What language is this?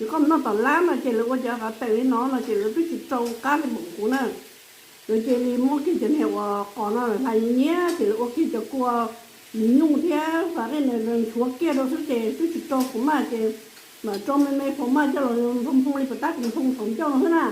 Hmong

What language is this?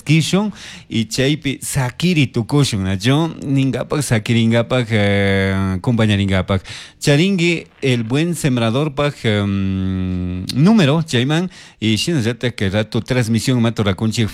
Chimborazo Highland Quichua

